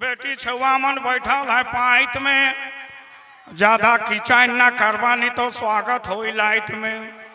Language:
Sadri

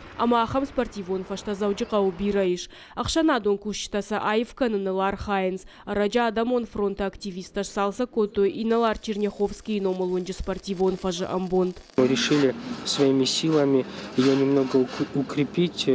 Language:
Ossetic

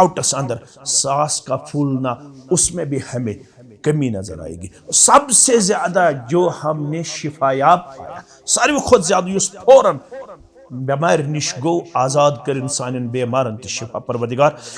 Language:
Kashmiri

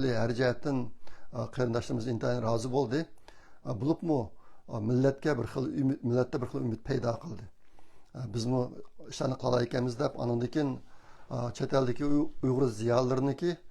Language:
Uyghur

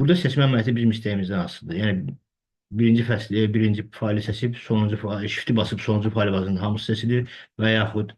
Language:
Azerbaijani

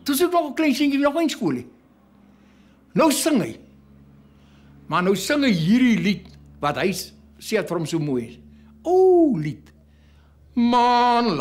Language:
Afrikaans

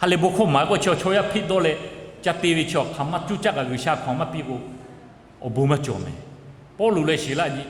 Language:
Lahu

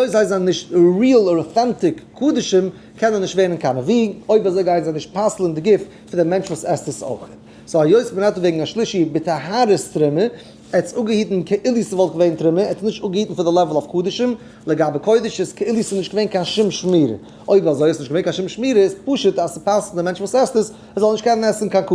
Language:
Yiddish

